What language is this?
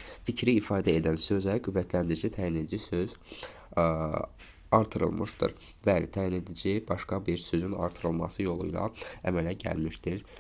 Azerbaijani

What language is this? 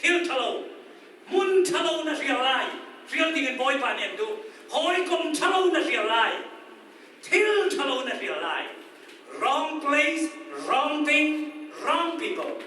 Hakha Chin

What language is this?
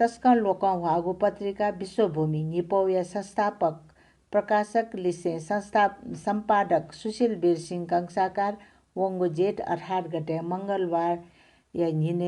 Newari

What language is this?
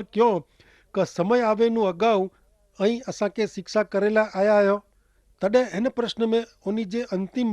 Kachhi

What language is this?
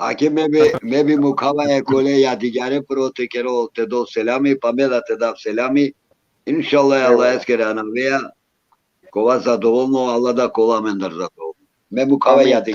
Balkan Romani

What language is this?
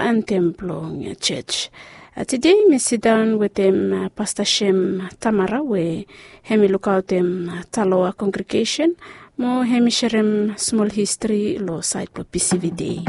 Bislama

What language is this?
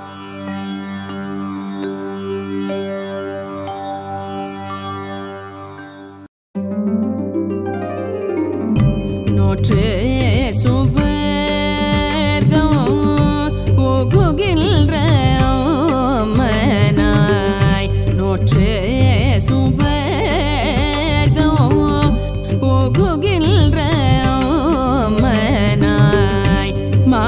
Tamil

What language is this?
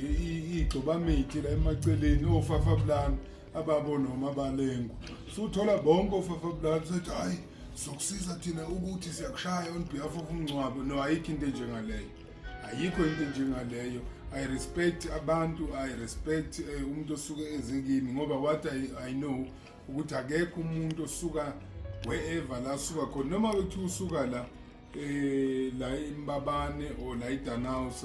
Zulu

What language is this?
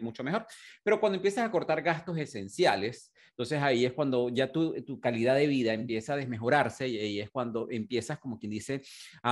Spanish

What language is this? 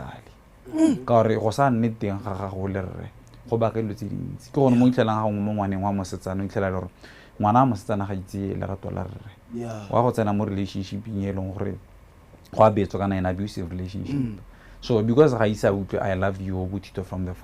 Tswana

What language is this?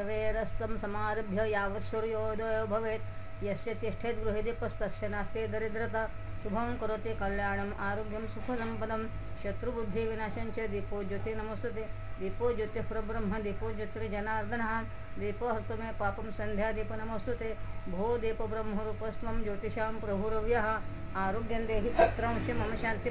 Sanskrit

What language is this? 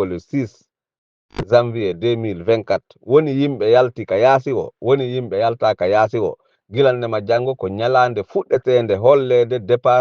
Fula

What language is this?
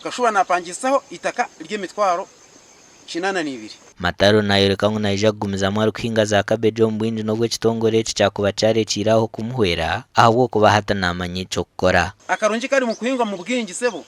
Nyankole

